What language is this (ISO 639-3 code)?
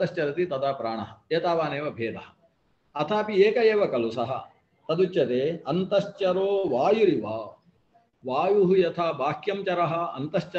san